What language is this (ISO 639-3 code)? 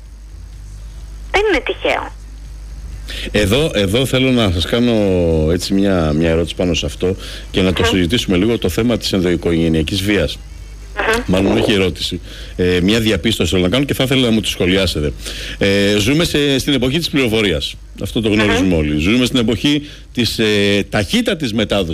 ell